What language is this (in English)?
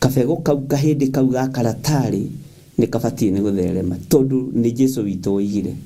Kikuyu